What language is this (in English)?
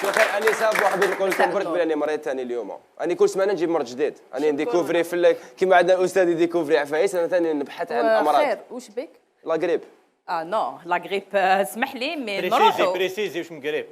Algerian Arabic